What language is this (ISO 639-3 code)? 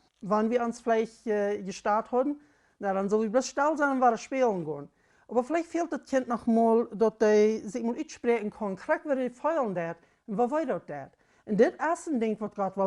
pdt